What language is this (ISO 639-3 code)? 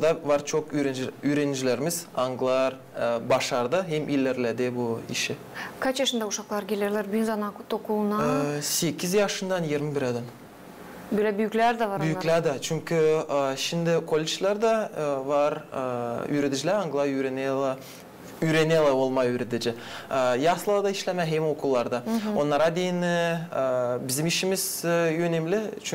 gag